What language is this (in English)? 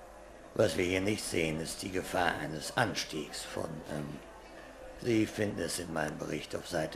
Bavarian